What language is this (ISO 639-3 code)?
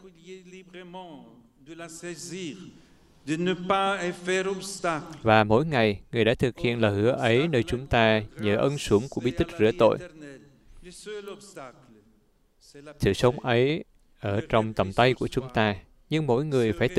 vie